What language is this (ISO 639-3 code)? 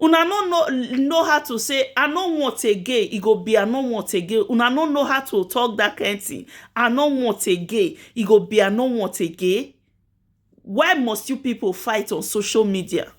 pcm